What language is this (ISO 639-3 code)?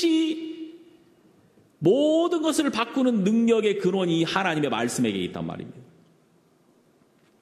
kor